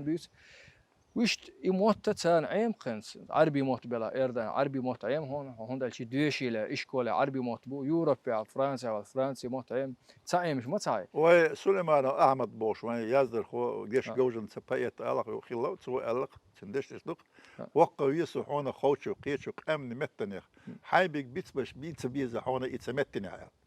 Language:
Chechen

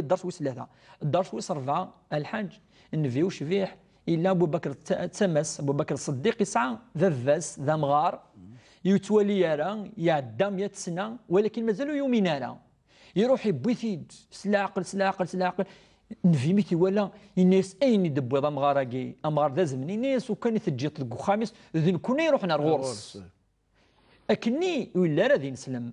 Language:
Kabyle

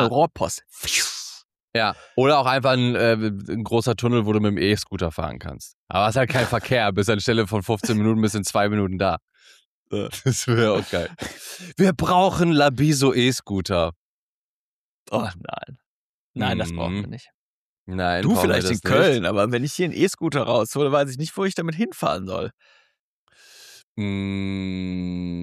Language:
German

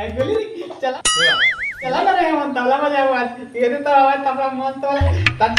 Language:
Chhattisgarhi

